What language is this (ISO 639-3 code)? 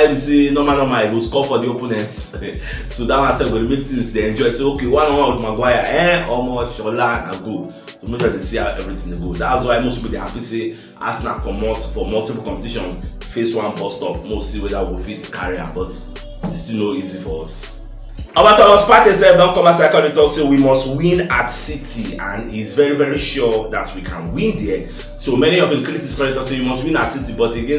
pcm